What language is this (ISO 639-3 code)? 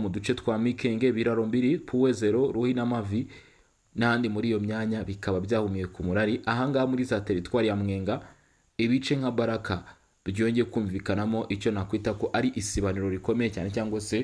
kin